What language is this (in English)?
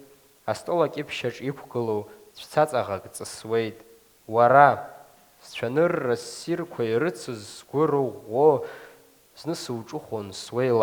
Abkhazian